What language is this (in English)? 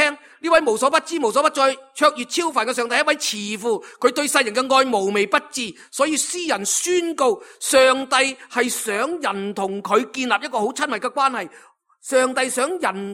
Cantonese